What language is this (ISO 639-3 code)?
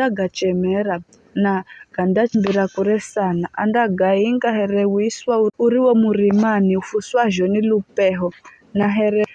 nyf